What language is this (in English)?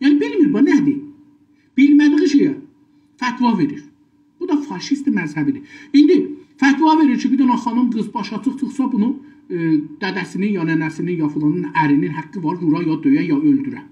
South Azerbaijani